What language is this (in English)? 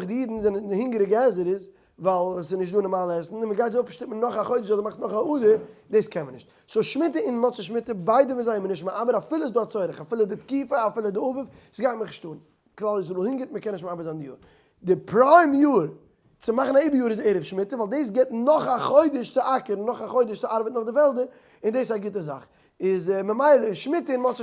Yiddish